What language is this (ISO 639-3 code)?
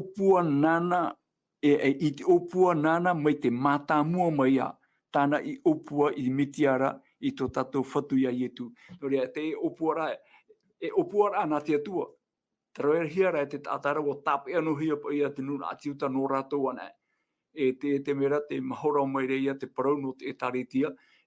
tah